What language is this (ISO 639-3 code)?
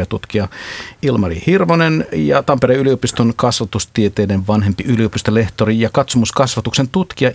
fin